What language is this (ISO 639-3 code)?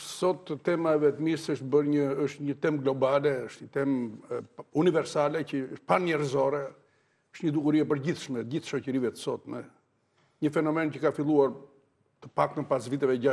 sqi